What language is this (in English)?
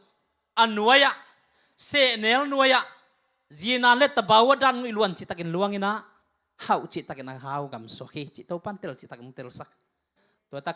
Tedim Chin